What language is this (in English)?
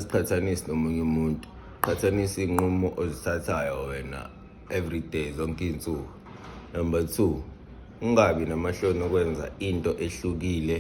Zulu